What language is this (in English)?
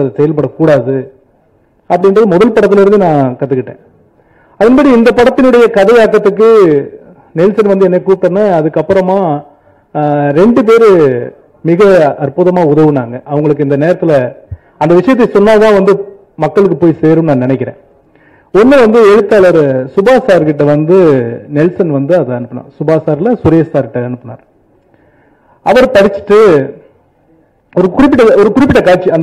Tamil